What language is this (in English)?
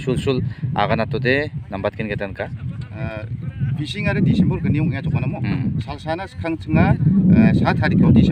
Garo